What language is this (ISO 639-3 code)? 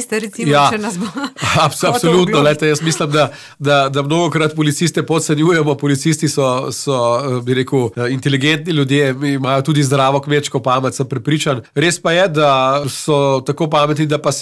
slv